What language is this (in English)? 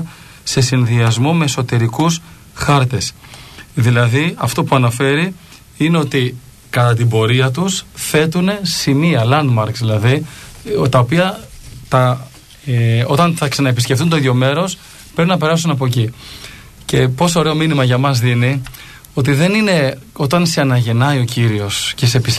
Greek